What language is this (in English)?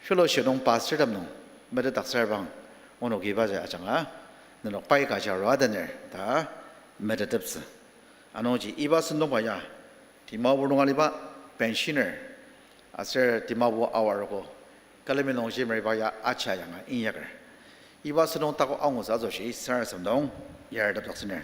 Ao Naga